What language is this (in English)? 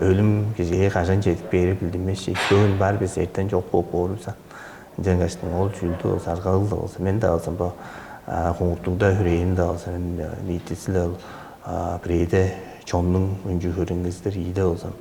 Tuvinian